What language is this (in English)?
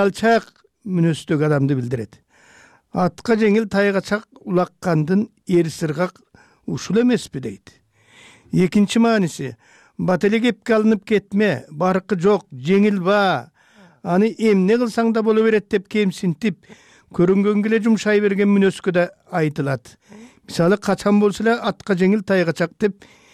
Kyrgyz